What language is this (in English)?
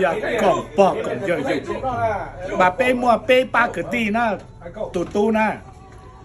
Hmong